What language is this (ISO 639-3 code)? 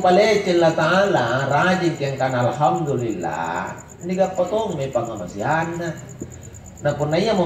mak